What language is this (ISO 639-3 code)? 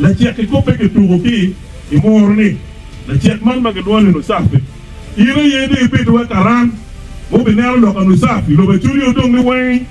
ach